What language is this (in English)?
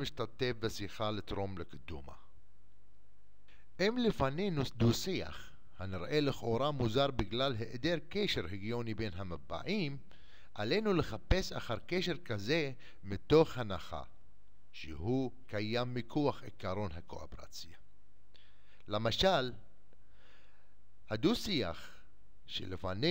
Hebrew